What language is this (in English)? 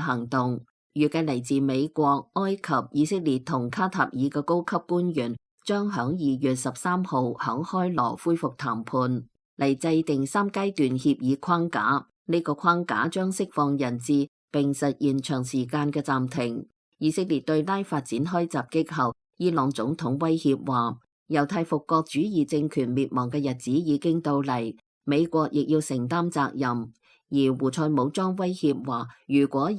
Cantonese